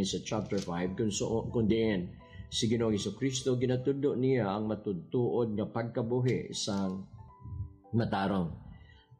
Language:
Hiligaynon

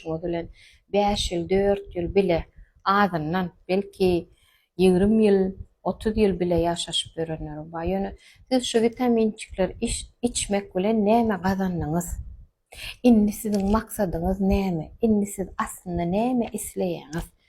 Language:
Turkmen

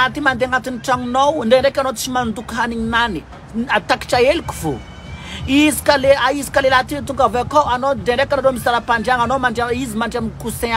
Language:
Malagasy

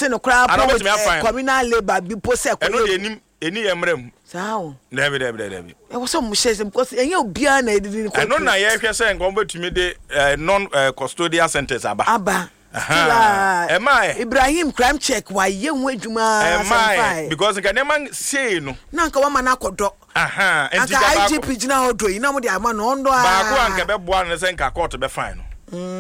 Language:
Akan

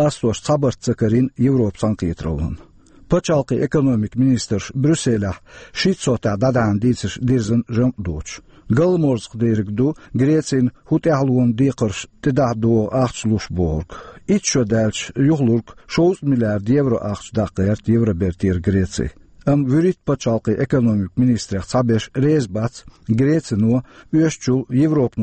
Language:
Chechen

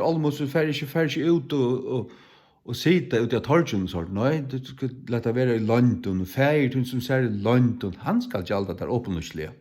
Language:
Faroese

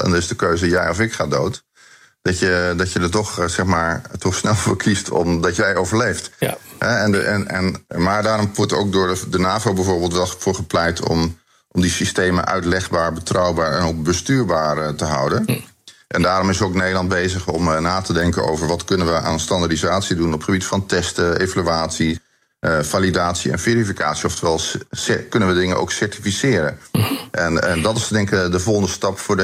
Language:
Dutch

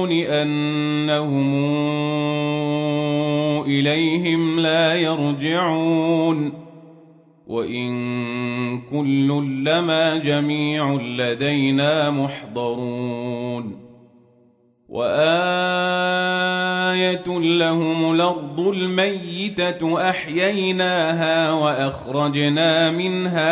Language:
Arabic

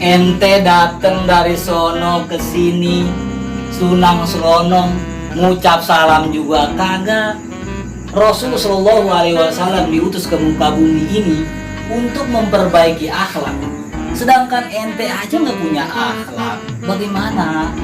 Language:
Betawi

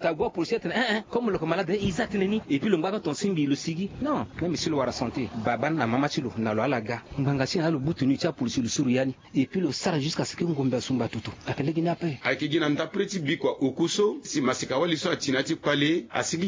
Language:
Sango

